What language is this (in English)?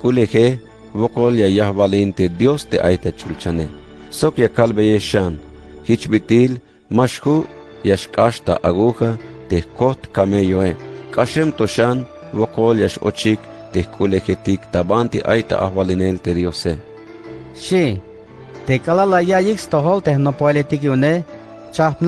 Tzeltal